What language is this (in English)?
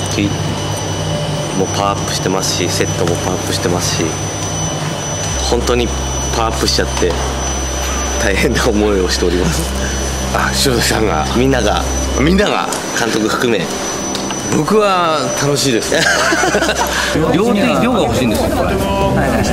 Japanese